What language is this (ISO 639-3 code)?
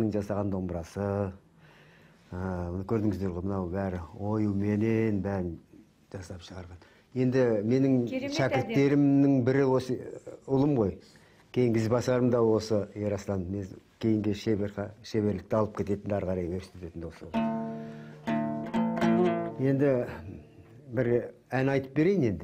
kaz